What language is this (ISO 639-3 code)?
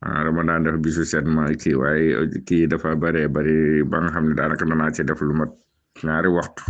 wol